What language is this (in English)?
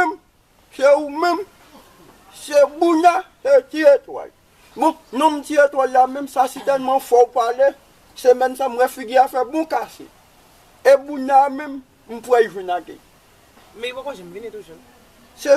Haitian Creole